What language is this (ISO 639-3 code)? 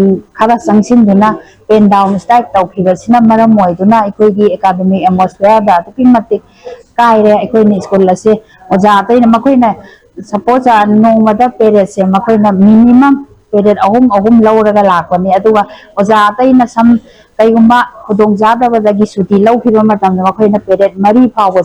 mni